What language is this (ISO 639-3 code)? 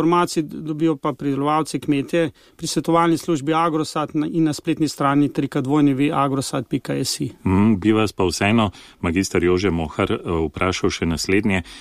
slv